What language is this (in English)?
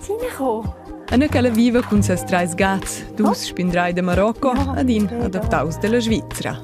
Romansh